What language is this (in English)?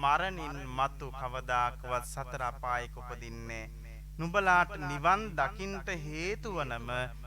Sinhala